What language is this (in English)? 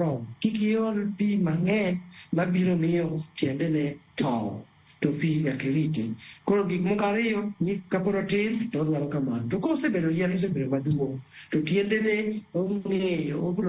Luo (Kenya and Tanzania)